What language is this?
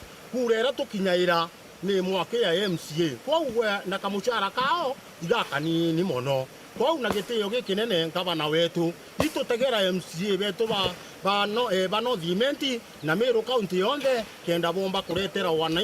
Meru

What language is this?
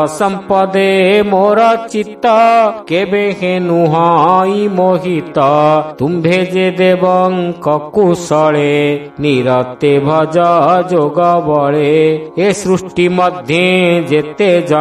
Odia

